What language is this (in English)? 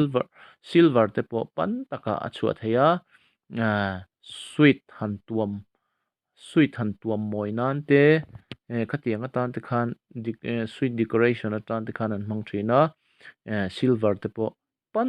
Mizo